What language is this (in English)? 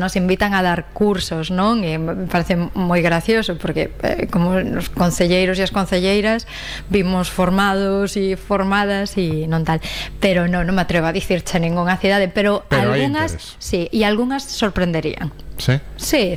Galician